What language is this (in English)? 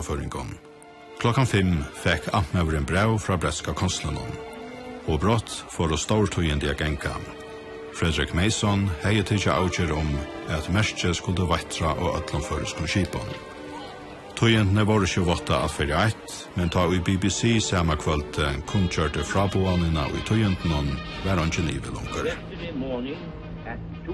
Faroese